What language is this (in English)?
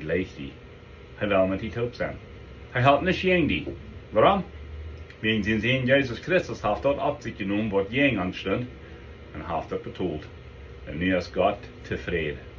Plautdietsch